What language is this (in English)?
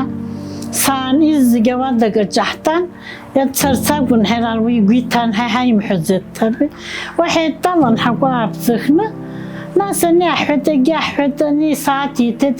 Abkhazian